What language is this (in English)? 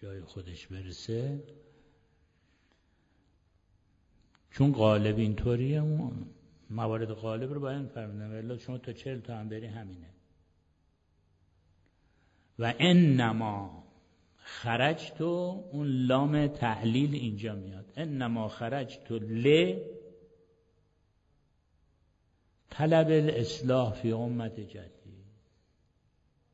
Persian